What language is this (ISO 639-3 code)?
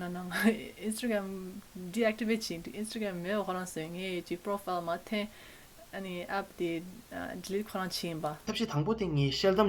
bod